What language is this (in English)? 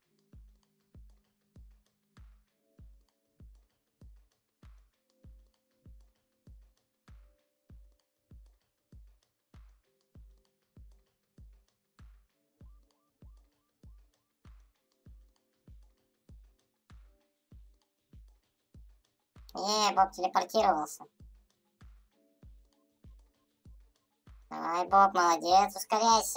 Russian